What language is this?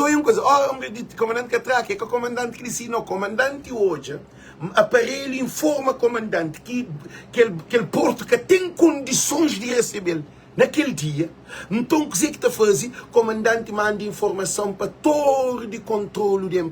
Kabuverdianu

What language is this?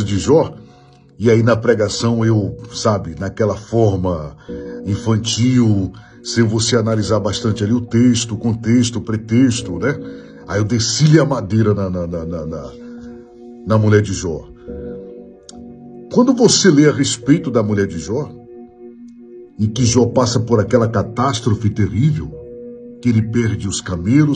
Portuguese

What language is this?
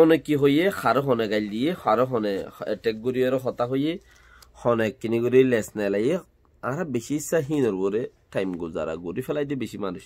Rohingya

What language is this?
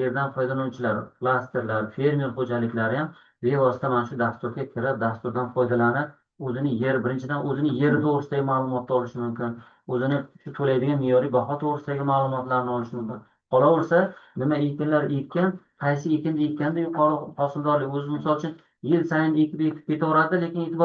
Uzbek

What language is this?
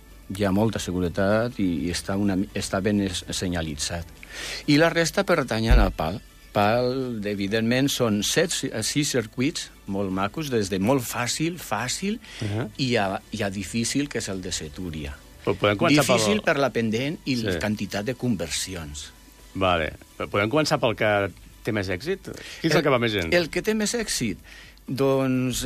Catalan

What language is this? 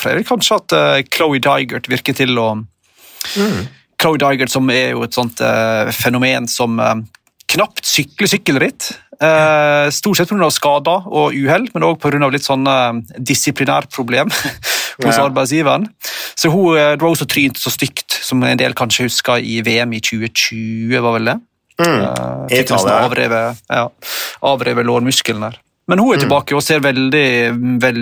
Norwegian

